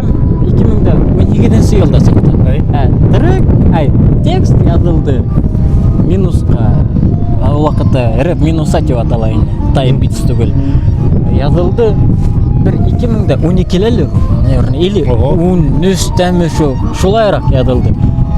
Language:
Bashkir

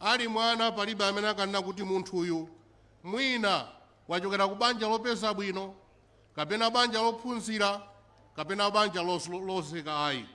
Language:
Nyanja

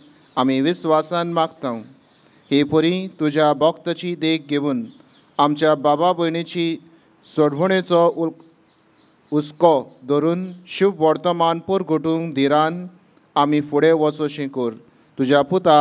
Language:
Konkani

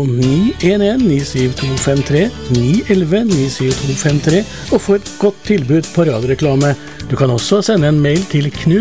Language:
Norwegian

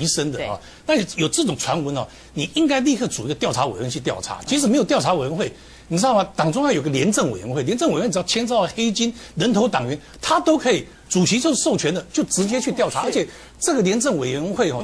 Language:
Chinese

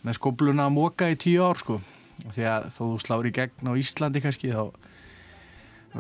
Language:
Icelandic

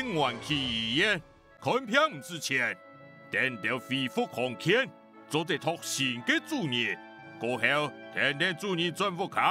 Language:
Hakka Chinese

